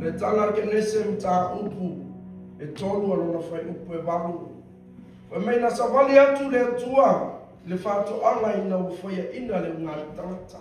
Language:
Samoan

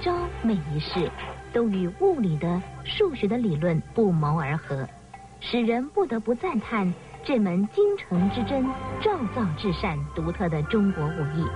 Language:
Chinese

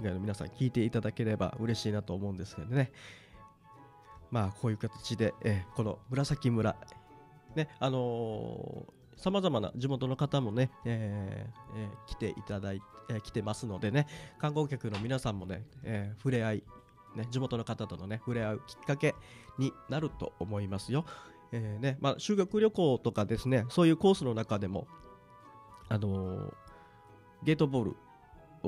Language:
Japanese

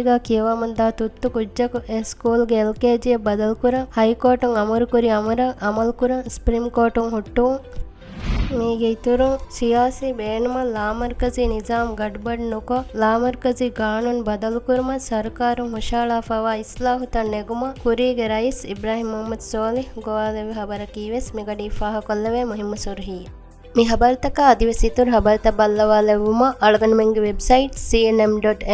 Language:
Divehi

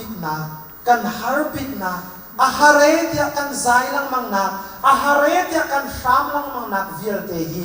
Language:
Hakha Chin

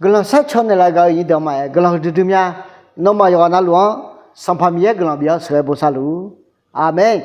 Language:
Akha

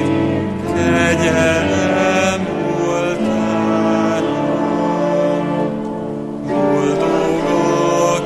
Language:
Hungarian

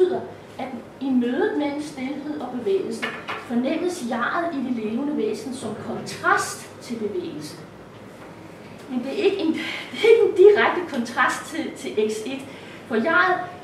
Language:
Danish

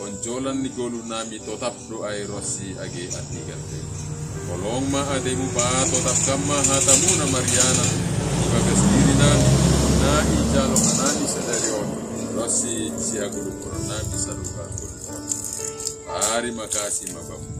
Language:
Batak Simalungun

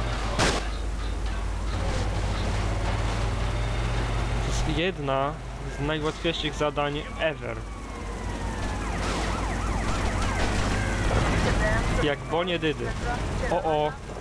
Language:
Polish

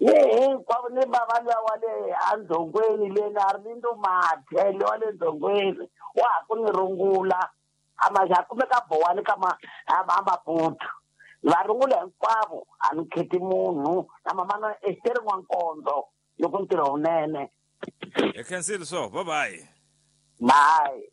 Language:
Tsonga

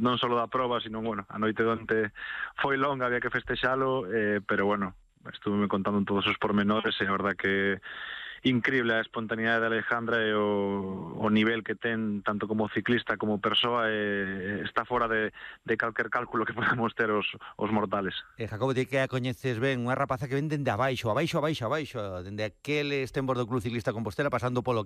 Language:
Galician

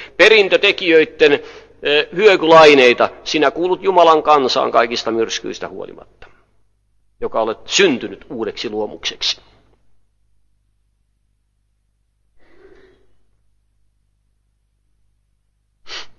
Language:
Finnish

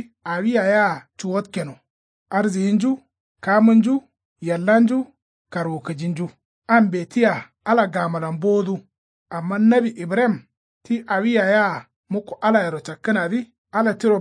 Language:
Kanuri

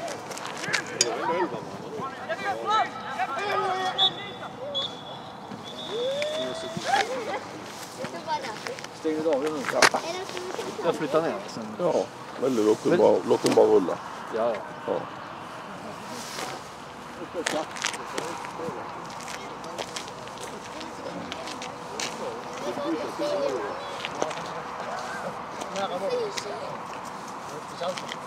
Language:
Swedish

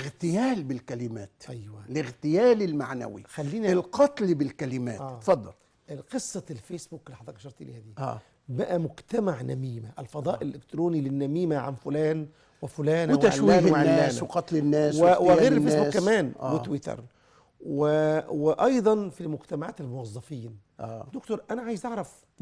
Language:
Egyptian Arabic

